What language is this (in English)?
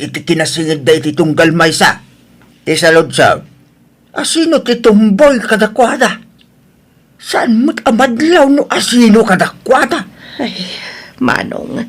Iloko